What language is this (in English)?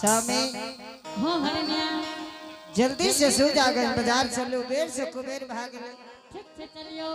Angika